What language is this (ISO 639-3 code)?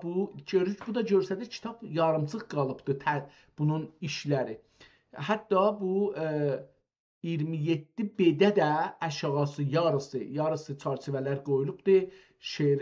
azb